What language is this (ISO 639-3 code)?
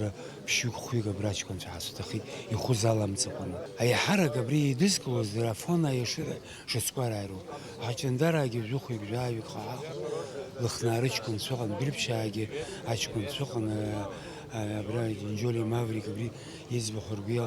abk